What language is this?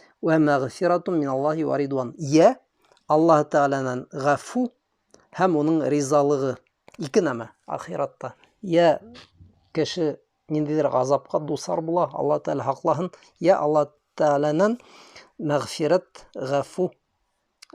Bashkir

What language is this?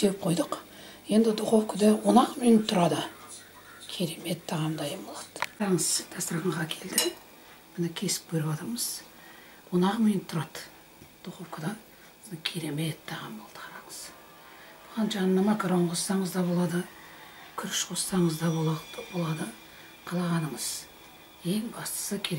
Kazakh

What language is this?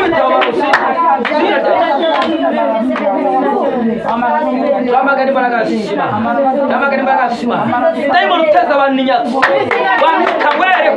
Kinyarwanda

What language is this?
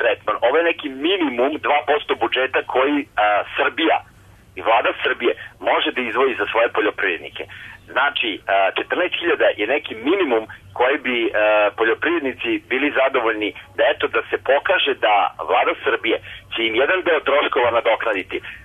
Serbian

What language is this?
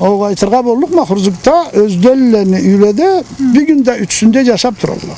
Karachay-Balkar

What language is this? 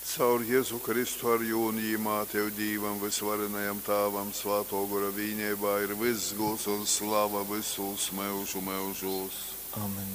Latgalian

